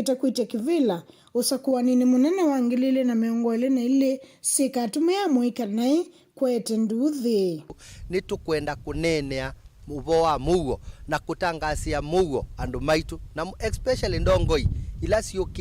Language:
Kamba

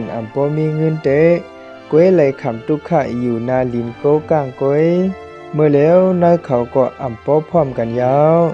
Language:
Shan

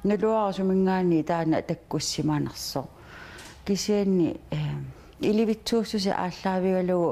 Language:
Kalaallisut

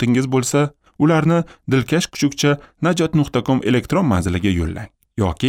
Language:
Uzbek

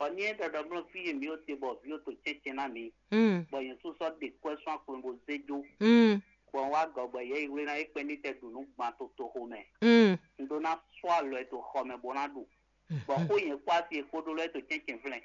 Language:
Fon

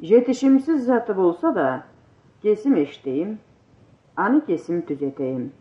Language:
Karachay-Balkar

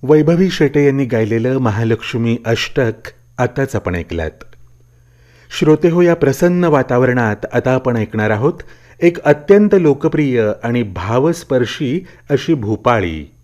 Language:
Marathi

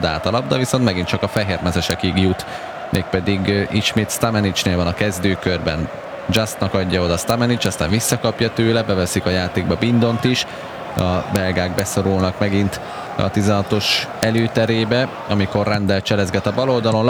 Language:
Hungarian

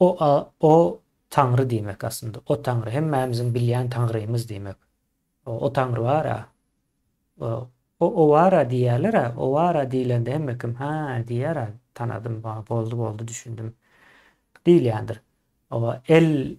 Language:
Turkmen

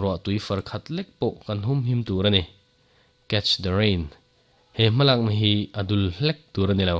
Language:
Mizo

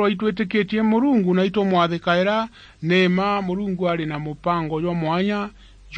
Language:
Meru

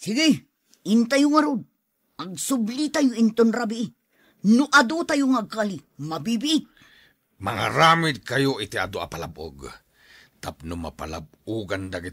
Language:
Iloko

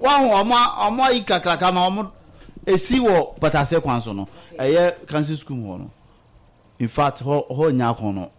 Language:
Akan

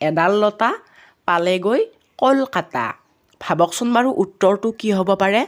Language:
Assamese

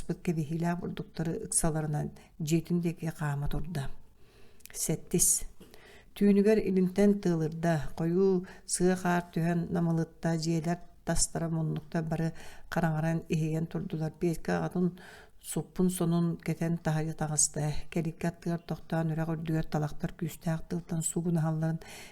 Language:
Yakut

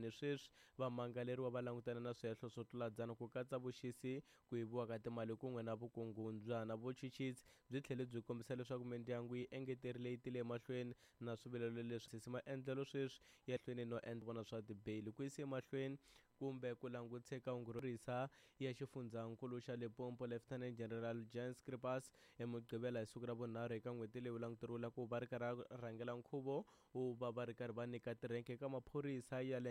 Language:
Tsonga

